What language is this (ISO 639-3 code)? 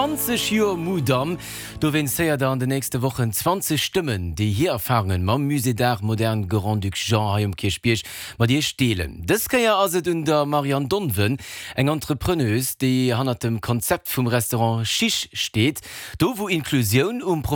ltz